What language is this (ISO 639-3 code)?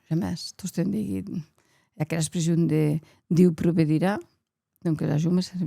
oci